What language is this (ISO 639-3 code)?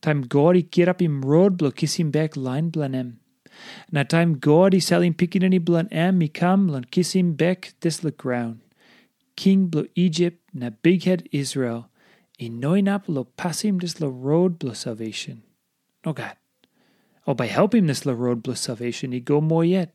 tpi